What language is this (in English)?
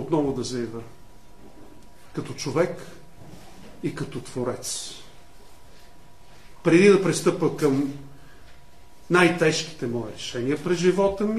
Bulgarian